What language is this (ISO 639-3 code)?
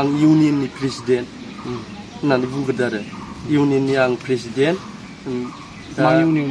brx